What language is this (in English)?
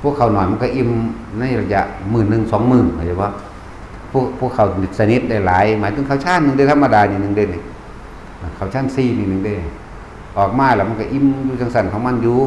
Northeastern Thai